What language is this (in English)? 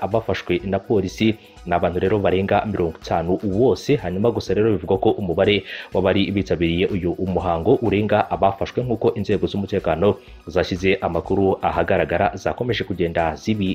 Kinyarwanda